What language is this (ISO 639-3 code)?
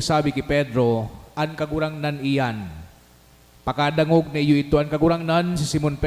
bik